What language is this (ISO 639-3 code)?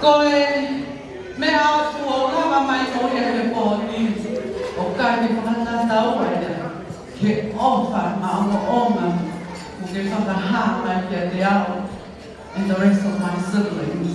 ton